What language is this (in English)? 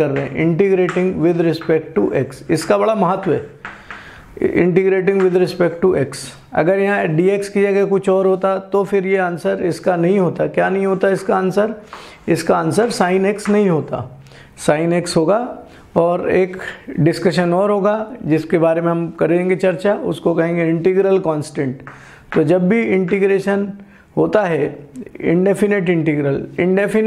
Hindi